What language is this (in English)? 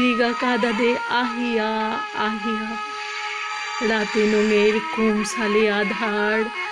Bishnupriya